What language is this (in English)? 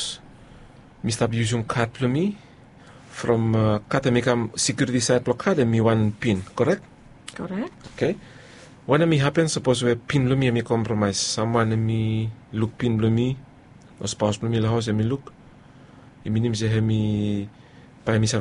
Bislama